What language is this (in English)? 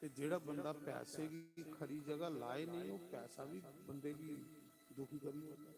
Dogri